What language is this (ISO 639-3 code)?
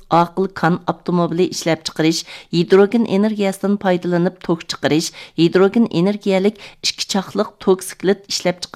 uig